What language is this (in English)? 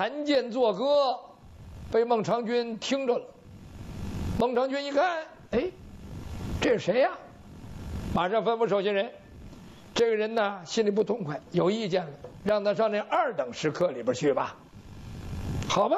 Chinese